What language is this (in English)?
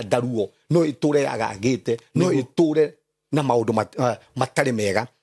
Kikuyu